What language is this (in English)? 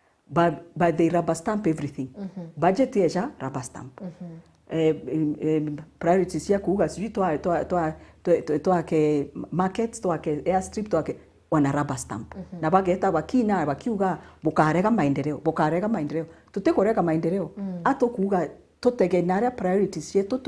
Meru